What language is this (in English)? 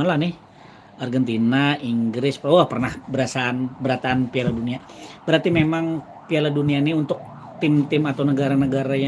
Banjar